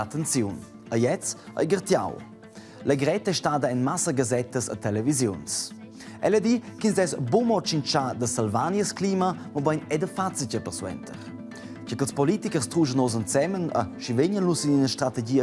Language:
Romansh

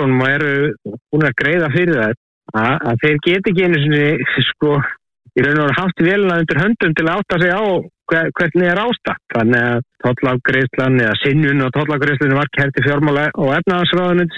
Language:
Icelandic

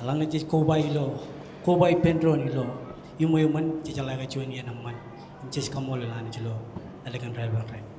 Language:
Marshallese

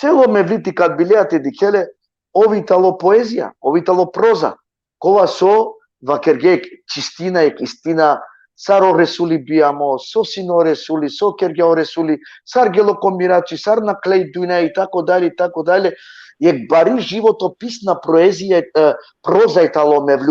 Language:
Balkan Romani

